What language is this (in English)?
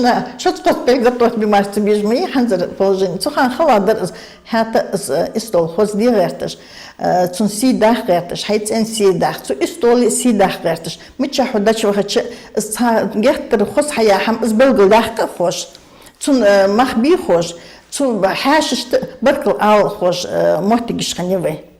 Ingush